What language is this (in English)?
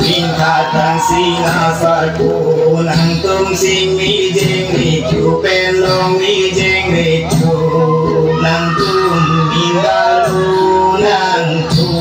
Karbi